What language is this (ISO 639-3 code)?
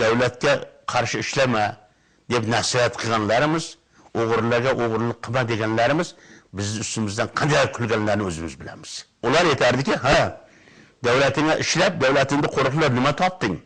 uzb